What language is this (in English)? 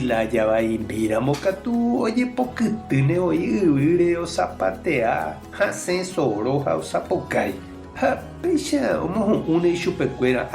Guarani